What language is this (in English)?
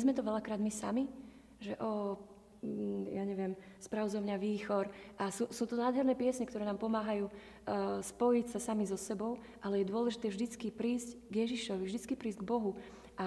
Slovak